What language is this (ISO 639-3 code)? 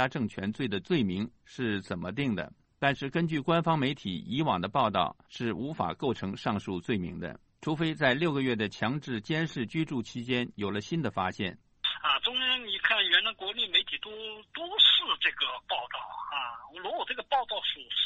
zho